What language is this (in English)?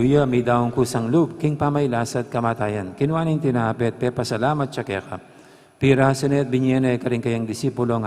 Pampanga